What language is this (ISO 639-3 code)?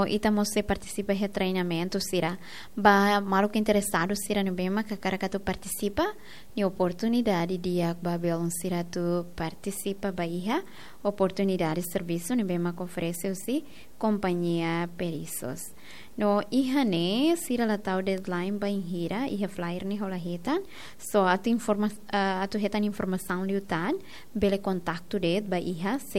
tet